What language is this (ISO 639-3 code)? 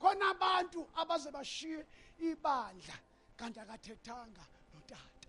zul